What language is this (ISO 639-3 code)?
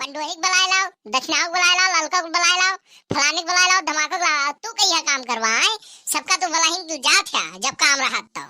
awa